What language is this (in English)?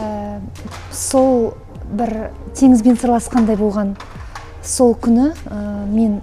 Kazakh